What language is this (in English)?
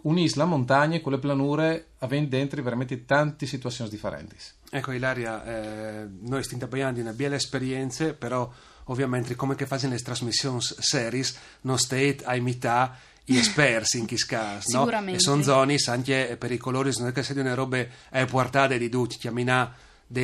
Friulian